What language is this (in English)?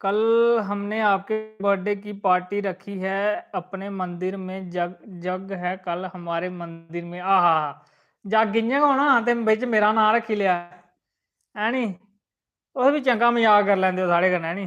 Dogri